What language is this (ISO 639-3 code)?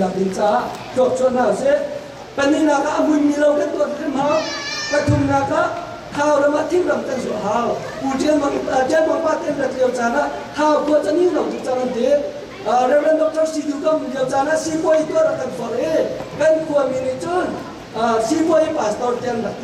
cnh